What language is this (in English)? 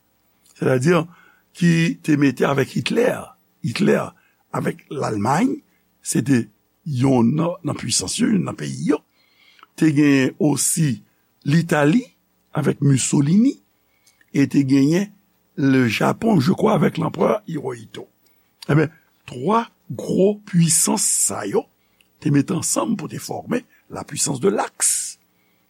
Haitian Creole